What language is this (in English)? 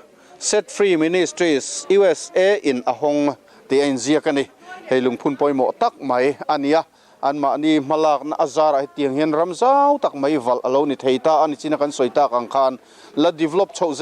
Mizo